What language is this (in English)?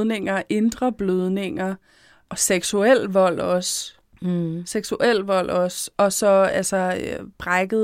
Danish